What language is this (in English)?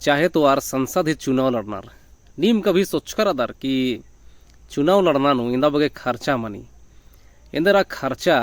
Kurukh